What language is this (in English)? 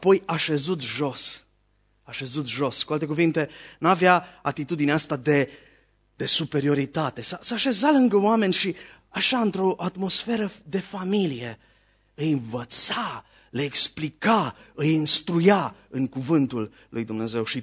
Romanian